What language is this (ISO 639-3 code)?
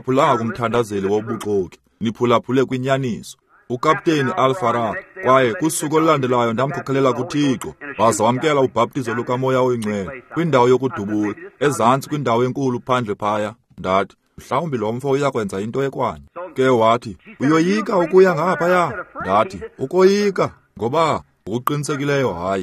xho